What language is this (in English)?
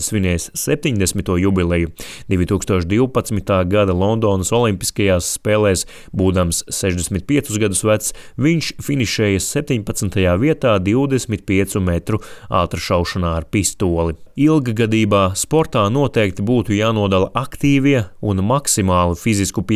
Latvian